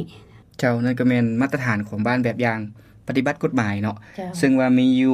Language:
Lao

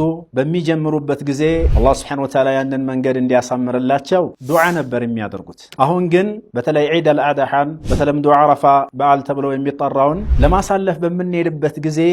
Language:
Amharic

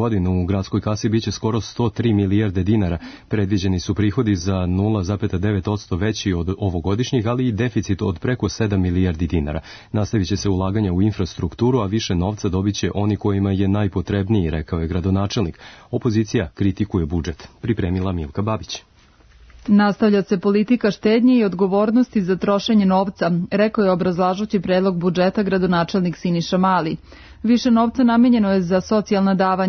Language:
Serbian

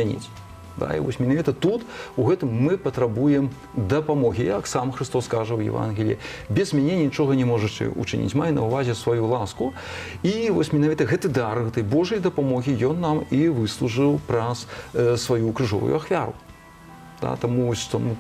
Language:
Belarusian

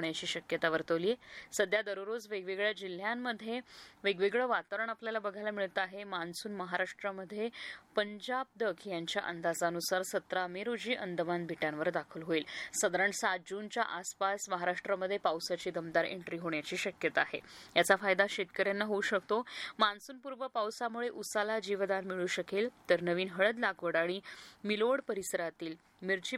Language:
Marathi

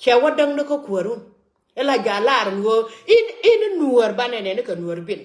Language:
Nuer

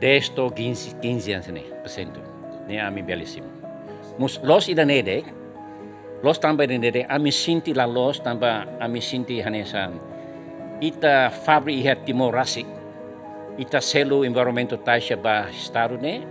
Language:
Tetum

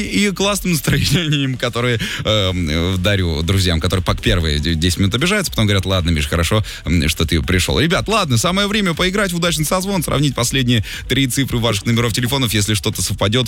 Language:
Russian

